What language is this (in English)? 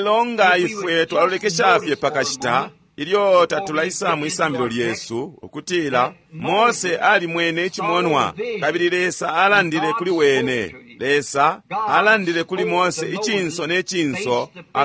Bemba